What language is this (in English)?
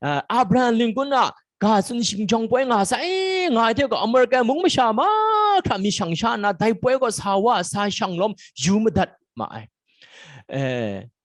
Kachin